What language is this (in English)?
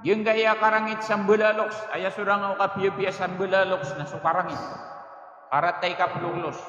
Maranao